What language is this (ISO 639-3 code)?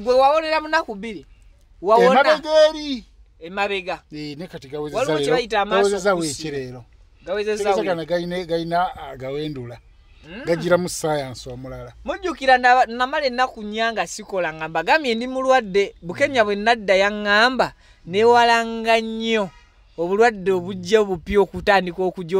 lug